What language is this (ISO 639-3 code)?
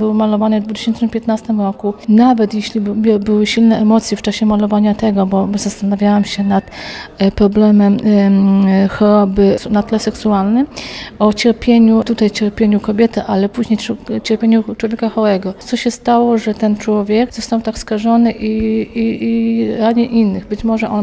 pol